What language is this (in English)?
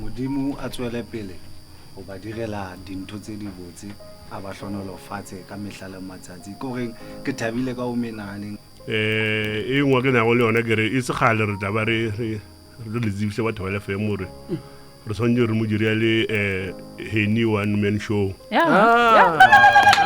Northern Sotho